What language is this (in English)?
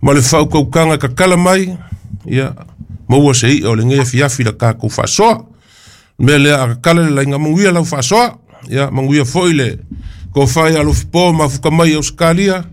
Samoan